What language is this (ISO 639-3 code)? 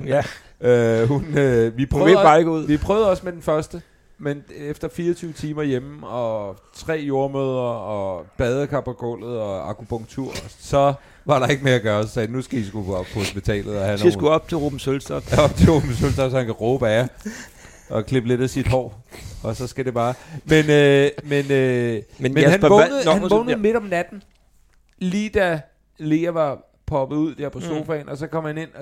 dan